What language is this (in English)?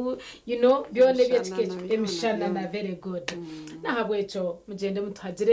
Nyankole